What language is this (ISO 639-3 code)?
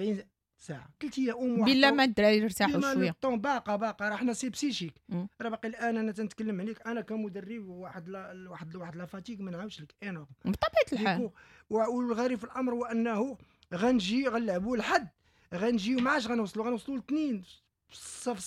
ary